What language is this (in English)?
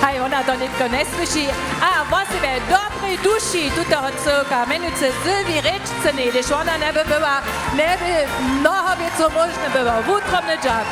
Upper Sorbian